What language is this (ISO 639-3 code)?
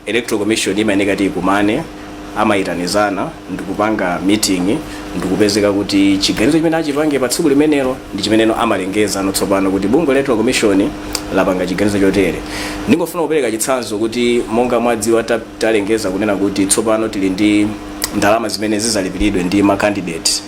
nya